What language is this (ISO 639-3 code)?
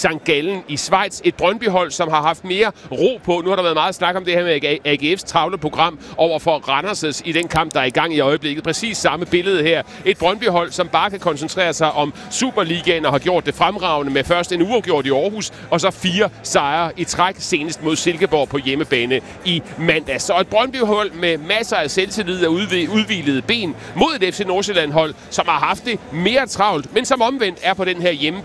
dan